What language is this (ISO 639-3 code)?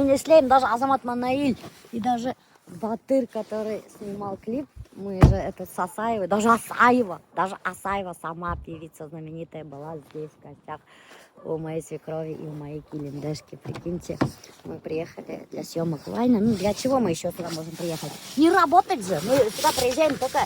bak